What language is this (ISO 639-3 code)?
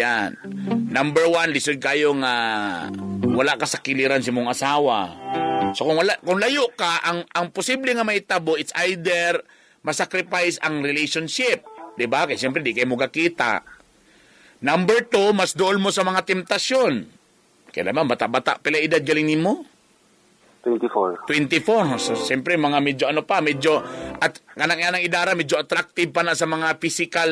ceb